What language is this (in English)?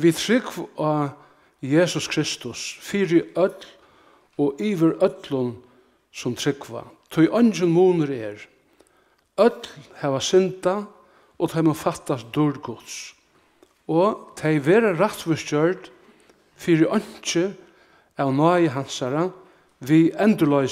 Faroese